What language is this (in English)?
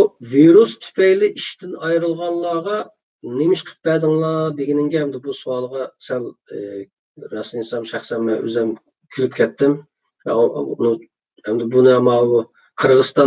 Uyghur